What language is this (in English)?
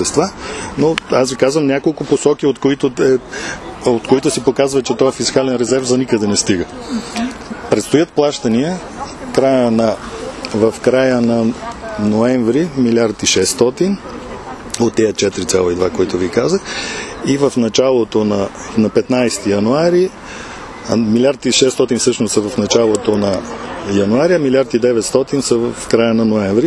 Bulgarian